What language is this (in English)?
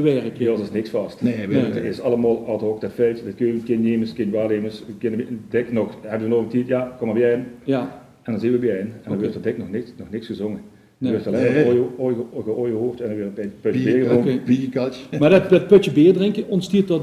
Limburgish